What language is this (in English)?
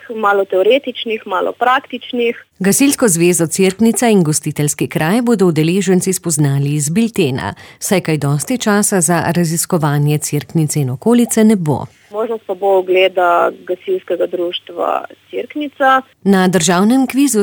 Slovenian